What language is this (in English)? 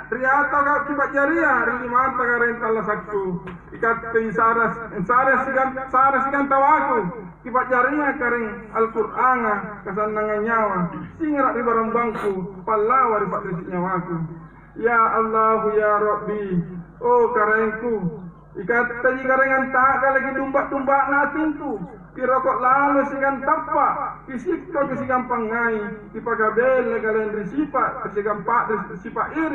Makasar